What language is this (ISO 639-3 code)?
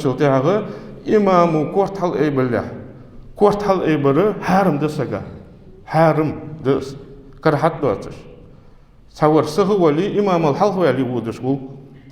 inh